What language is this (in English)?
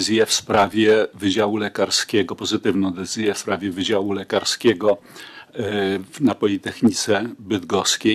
Polish